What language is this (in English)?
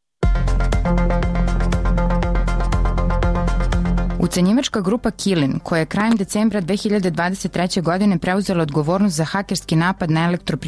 Serbian